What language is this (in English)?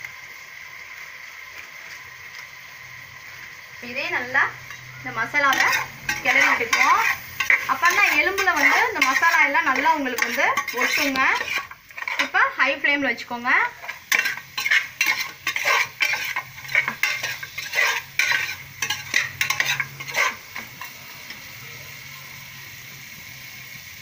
Tamil